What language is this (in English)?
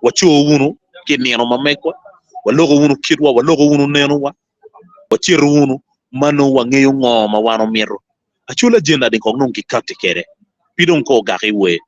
Acoli